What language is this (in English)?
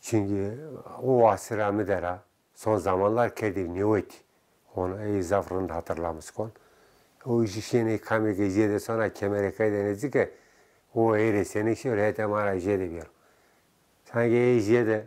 Zaza